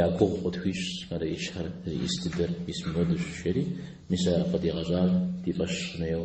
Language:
Kabardian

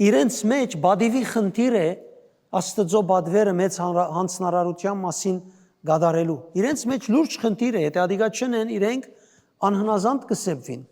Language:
Western Armenian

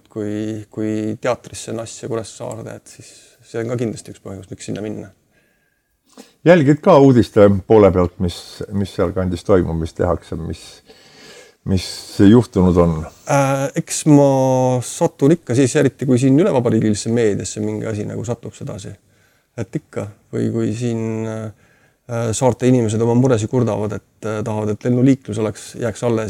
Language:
Estonian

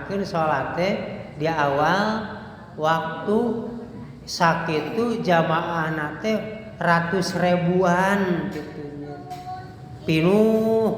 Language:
Sundanese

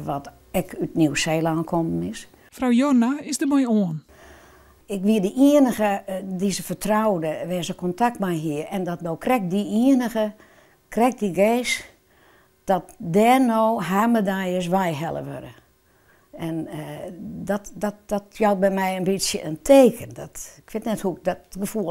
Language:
Western Frisian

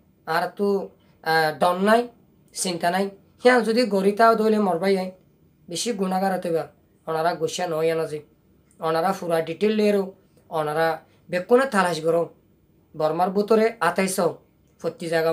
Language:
Rohingya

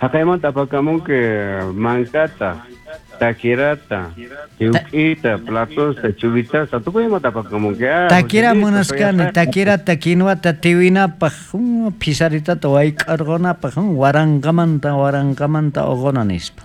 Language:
South Bolivian Quechua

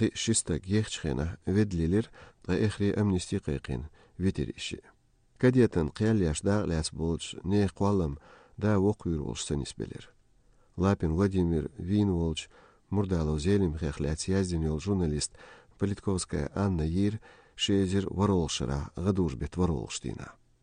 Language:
Chechen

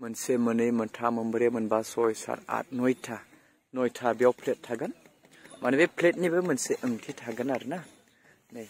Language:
Bodo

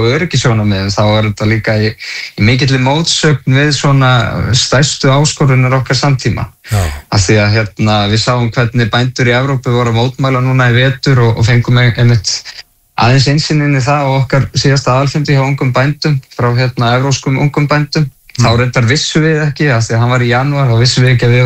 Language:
Icelandic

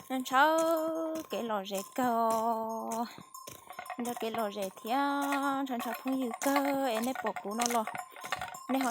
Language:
Hmong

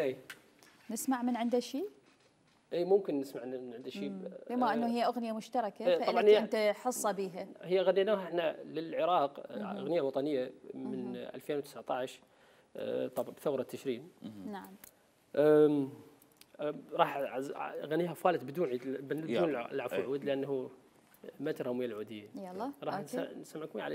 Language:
Mesopotamian Arabic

